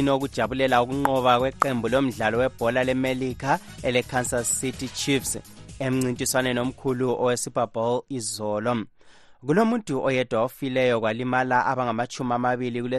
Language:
North Ndebele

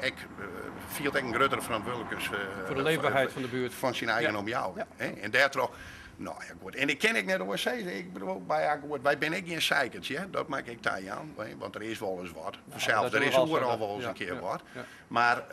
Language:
Western Frisian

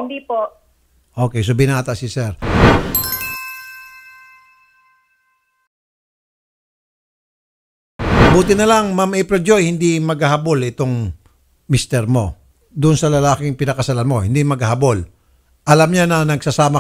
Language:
Filipino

